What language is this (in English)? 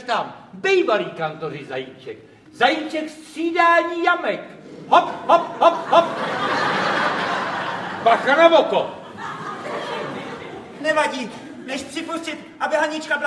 Czech